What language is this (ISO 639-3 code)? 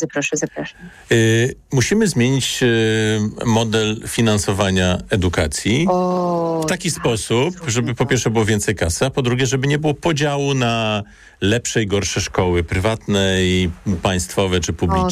pol